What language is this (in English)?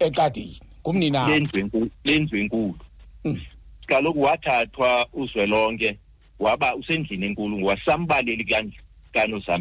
Xhosa